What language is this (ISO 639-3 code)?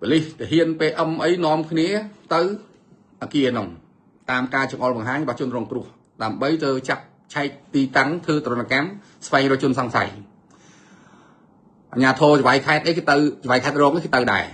khm